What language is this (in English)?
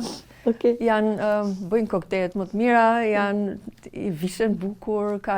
Albanian